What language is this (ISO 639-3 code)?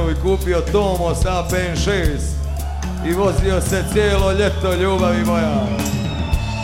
hrv